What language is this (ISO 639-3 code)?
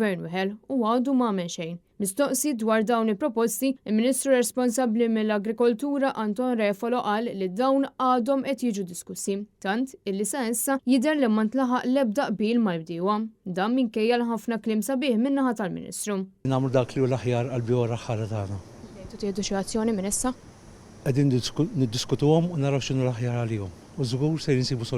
mlt